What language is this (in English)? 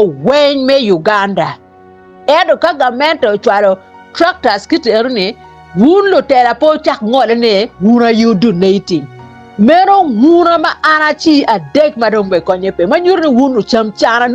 Acoli